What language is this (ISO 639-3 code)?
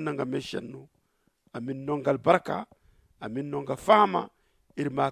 dje